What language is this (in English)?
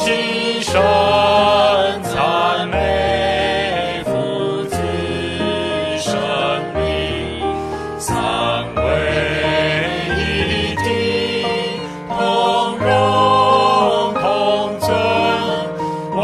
Chinese